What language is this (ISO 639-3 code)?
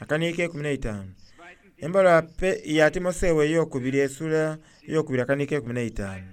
xog